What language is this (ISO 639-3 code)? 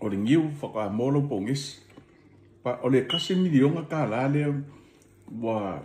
smo